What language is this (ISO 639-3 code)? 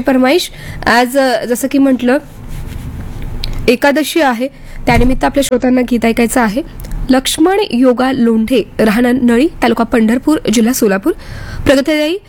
mar